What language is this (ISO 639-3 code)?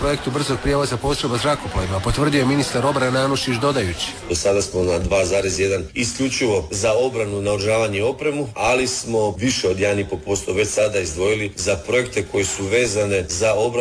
hrv